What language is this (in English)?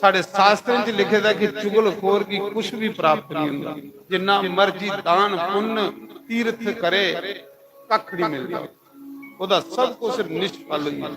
Dogri